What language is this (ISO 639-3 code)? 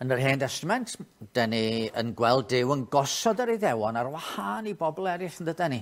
cym